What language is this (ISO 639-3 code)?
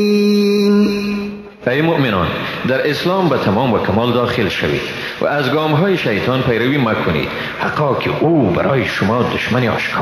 fas